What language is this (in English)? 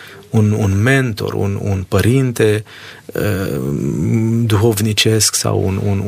Romanian